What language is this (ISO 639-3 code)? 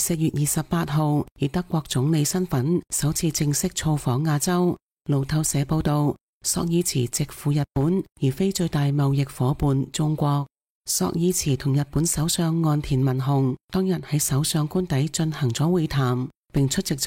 yue